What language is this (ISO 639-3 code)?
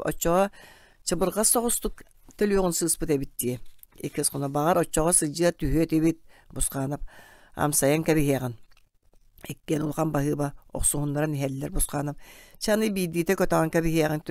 sah